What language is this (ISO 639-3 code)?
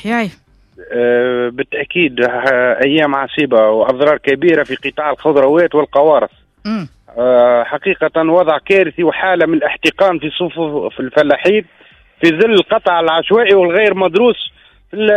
aeb